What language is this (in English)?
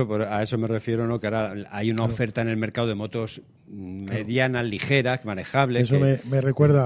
Spanish